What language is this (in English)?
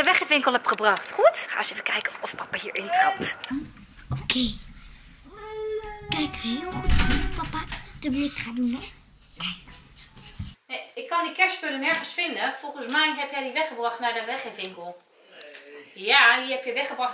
Dutch